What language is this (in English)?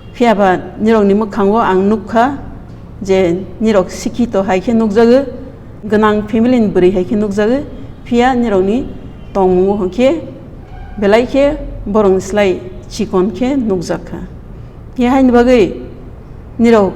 Kok Borok